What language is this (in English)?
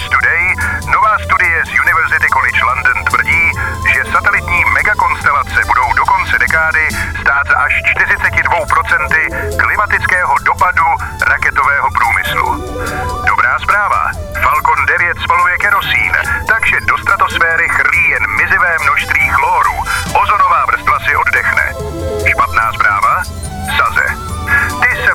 Czech